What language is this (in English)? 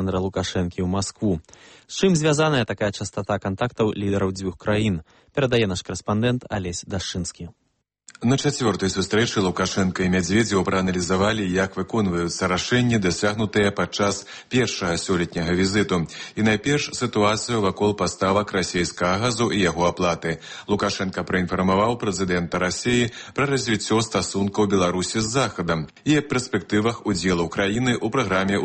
Belarusian